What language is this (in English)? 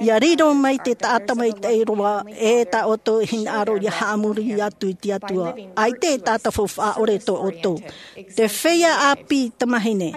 Tahitian